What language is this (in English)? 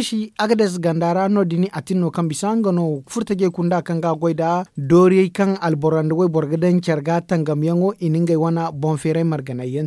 Zarma